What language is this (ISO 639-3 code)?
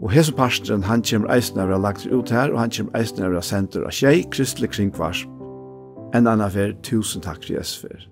fao